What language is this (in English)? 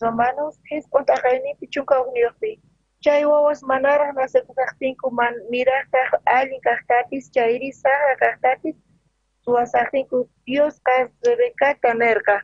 South Bolivian Quechua